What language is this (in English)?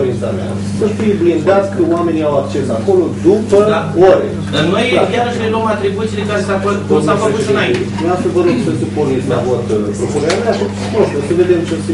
Romanian